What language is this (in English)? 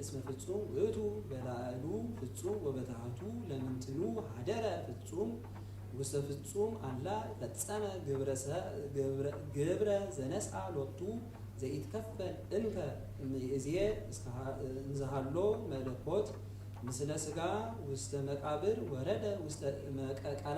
Geez